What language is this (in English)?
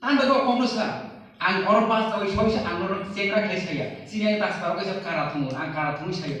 Kok Borok